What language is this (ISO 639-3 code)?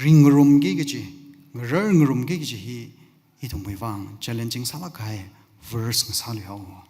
nmf